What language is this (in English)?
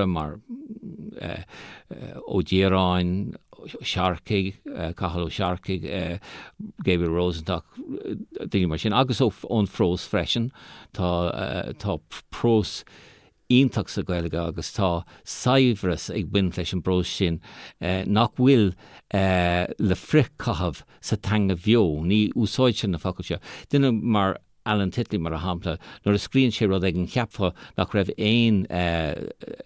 Irish